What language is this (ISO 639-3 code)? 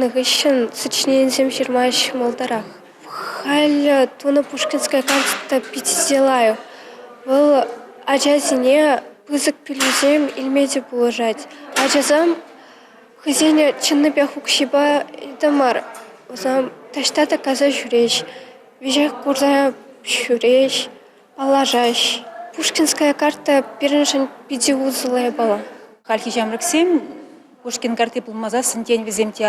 chv